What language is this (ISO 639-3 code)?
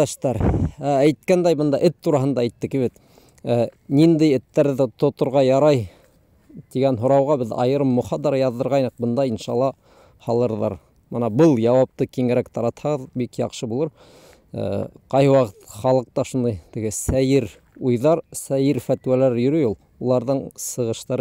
bak